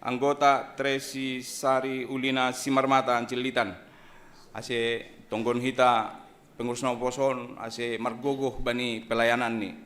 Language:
Batak Simalungun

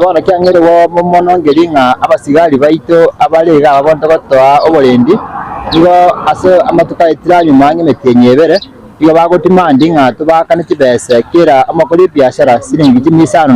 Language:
Gusii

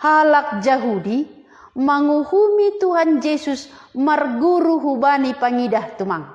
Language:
Batak Simalungun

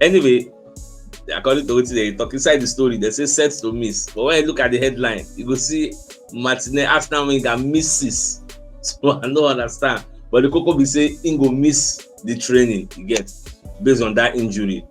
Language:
Nigerian Pidgin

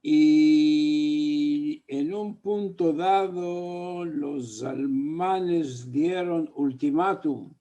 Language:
Ladino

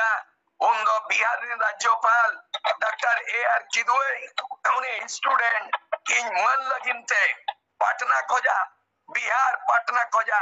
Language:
Santali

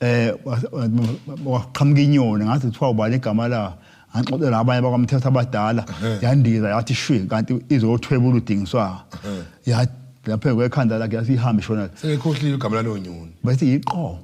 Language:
Zulu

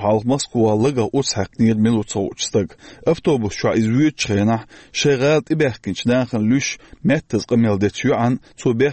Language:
Chechen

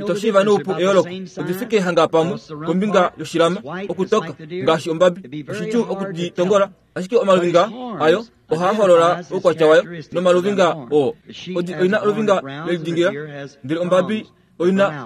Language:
Kuanyama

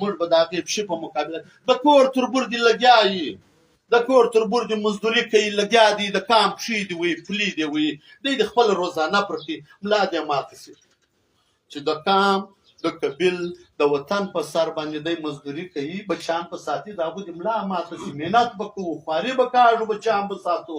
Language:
Pashto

